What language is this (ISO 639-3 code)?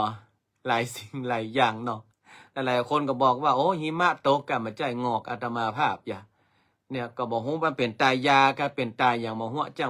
nod